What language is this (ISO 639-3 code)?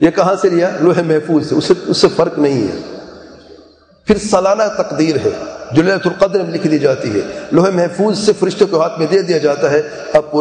urd